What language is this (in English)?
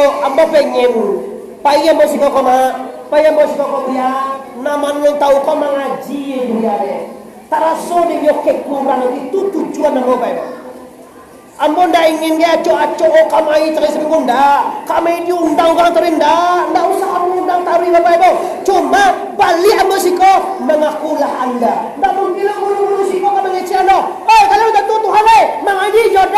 Minangkabau